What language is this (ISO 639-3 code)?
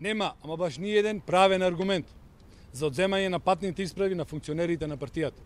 mkd